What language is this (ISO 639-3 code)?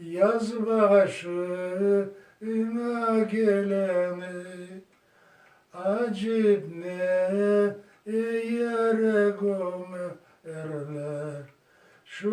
crh